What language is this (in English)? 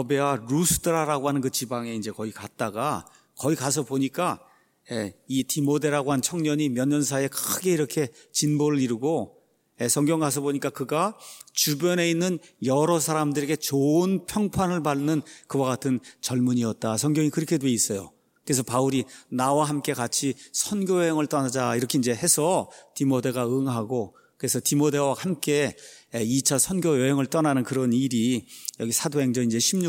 Korean